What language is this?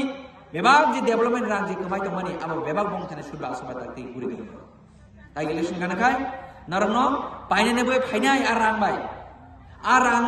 Kok Borok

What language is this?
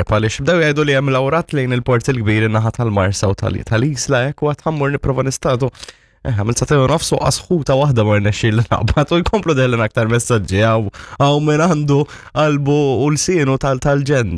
Maltese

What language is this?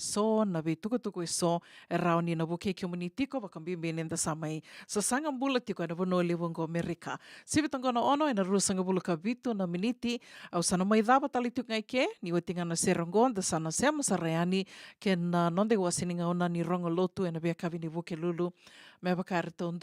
Fijian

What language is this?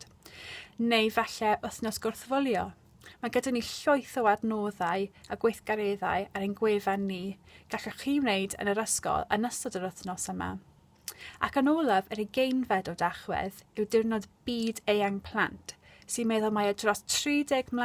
Welsh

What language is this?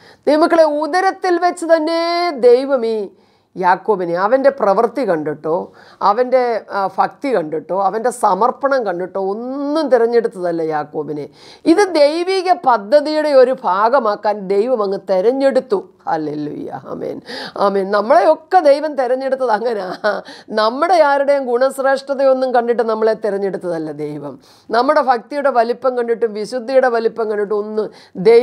Malayalam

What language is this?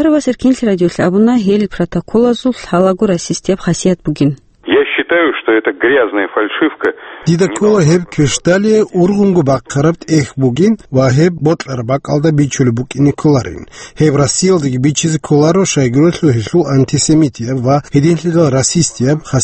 Avaric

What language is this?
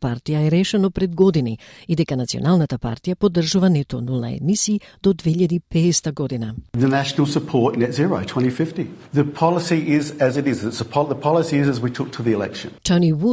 Macedonian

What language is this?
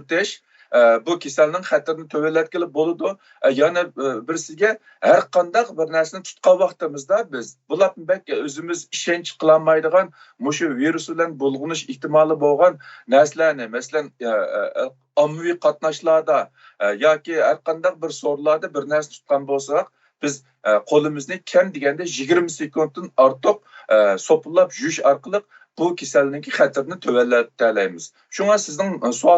Uyghur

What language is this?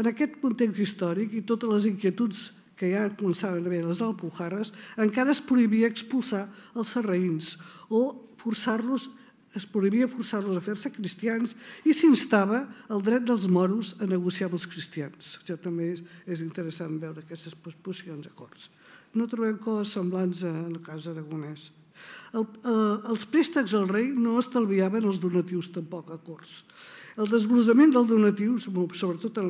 Catalan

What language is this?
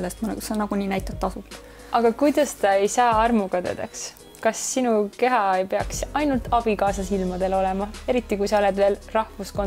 Estonian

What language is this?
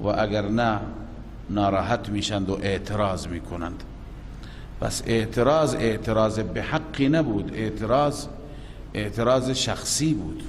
Persian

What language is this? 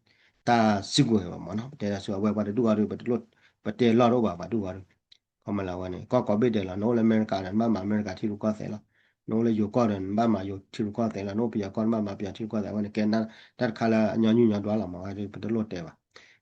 S'gaw Karen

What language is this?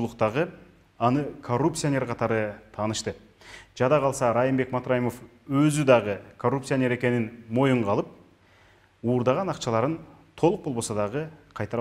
Kyrgyz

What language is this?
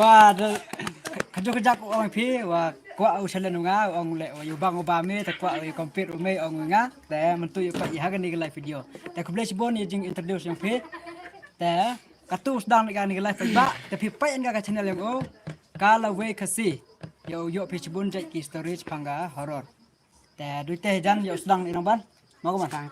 Khasi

